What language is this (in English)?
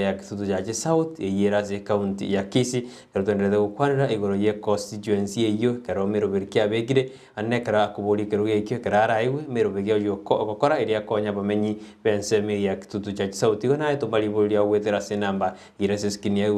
Gusii